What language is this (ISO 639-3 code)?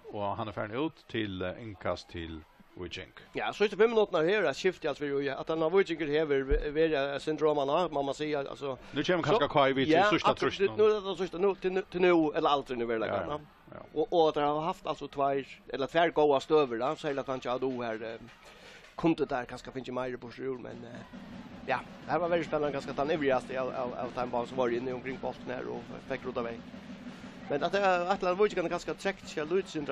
fao